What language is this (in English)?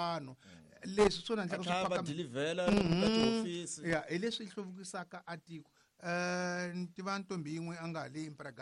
Tsonga